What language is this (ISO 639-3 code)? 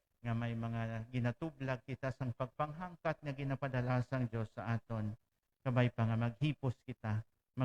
hil